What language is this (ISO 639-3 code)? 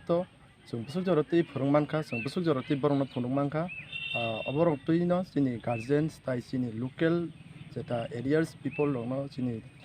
trp